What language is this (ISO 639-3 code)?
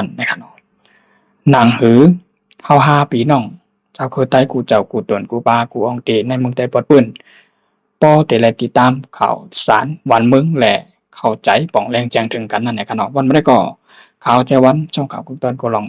shn